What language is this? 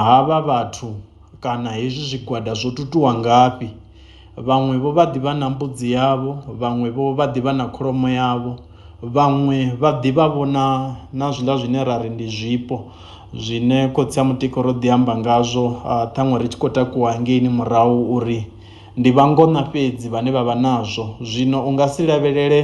Venda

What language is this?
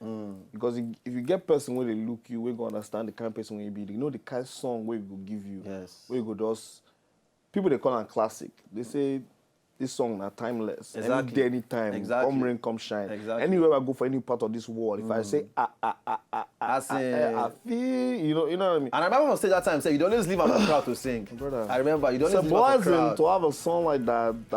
Nigerian Pidgin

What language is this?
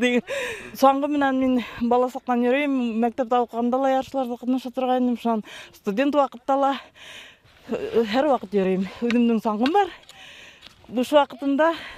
Bashkir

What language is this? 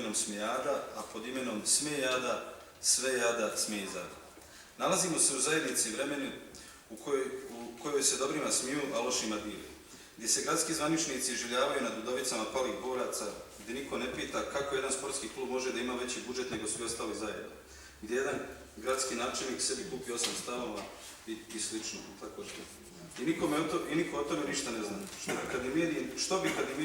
Bosnian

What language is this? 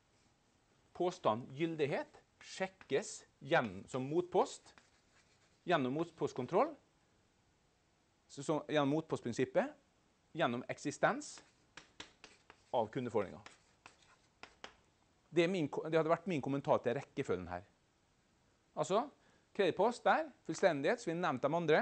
Norwegian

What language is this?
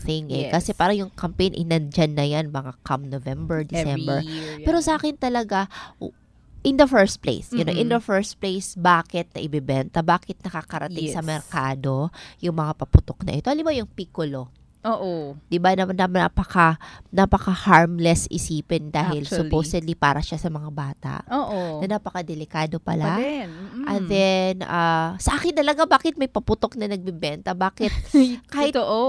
Filipino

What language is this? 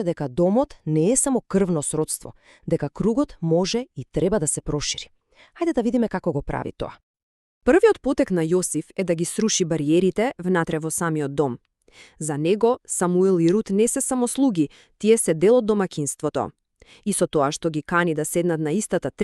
Macedonian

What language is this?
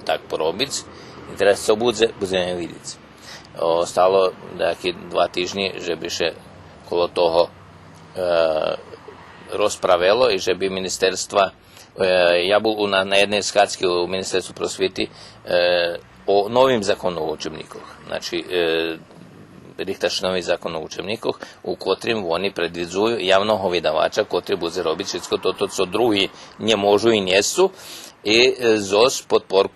Rusyn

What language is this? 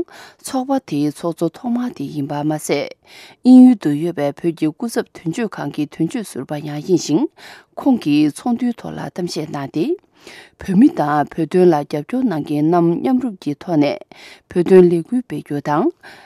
Tibetan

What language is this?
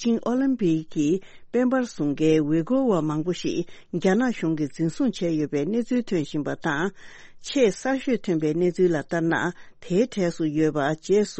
Tibetan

